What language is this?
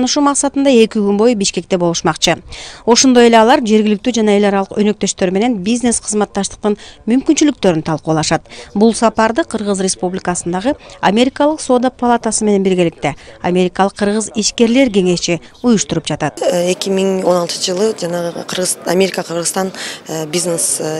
Kyrgyz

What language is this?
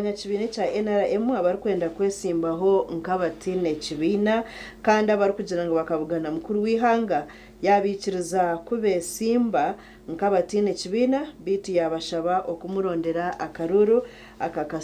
Nyankole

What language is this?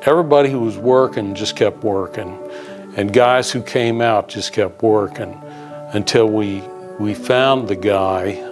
English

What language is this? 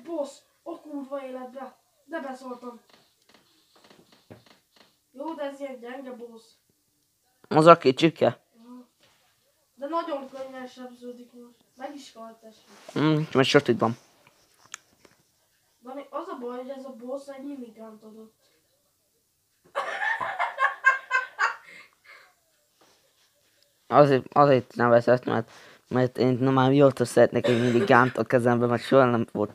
Hungarian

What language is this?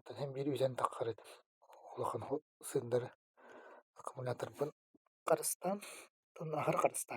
Yakut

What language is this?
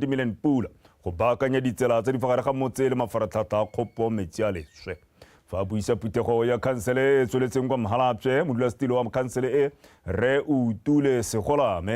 Tswana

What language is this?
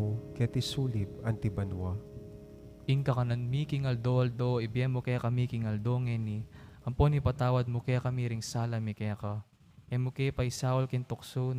Pampanga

